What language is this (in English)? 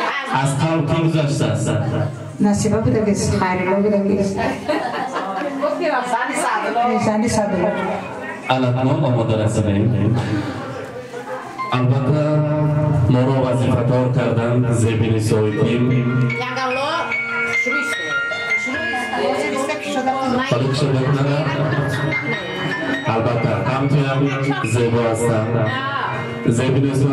Persian